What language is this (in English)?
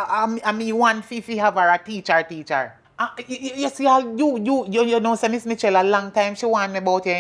Jamaican Creole English